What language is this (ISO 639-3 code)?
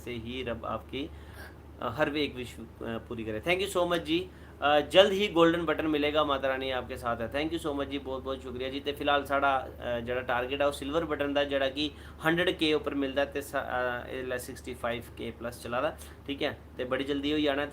doi